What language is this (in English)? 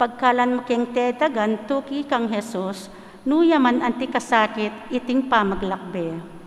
Pampanga